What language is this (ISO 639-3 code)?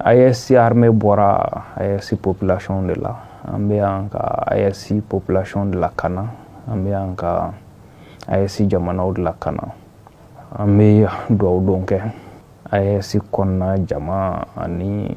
bam